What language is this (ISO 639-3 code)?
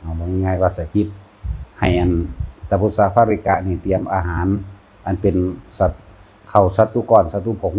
tts